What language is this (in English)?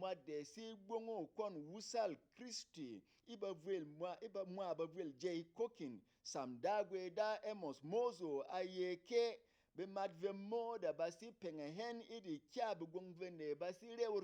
Berom